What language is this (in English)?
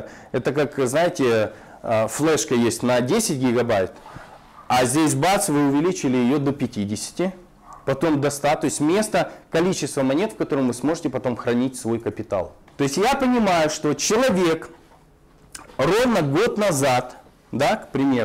Russian